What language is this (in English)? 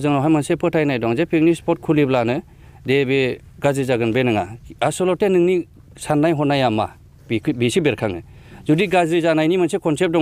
Bodo